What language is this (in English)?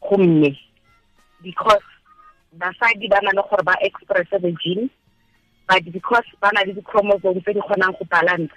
Tswana